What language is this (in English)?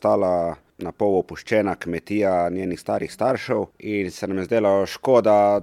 Slovenian